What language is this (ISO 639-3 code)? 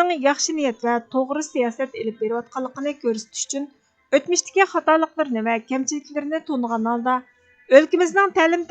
uig